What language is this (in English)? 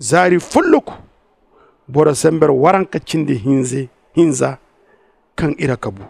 Zarma